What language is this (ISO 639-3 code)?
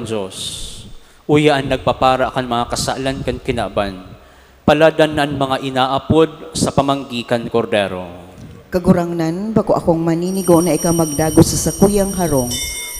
bik